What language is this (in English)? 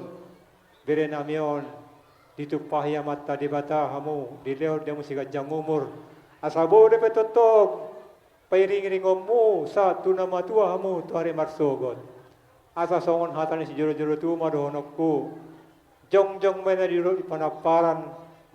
Batak Toba